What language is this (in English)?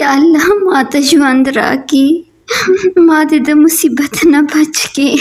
Pashto